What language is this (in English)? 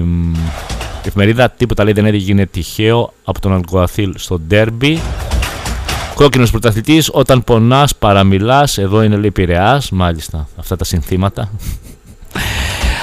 Greek